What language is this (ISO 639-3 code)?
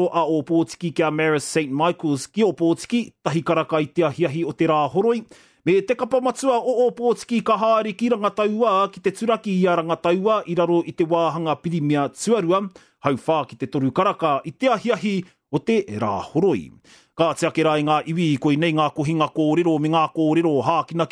mri